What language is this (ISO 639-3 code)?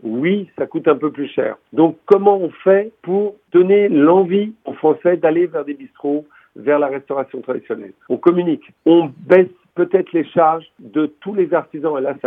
fra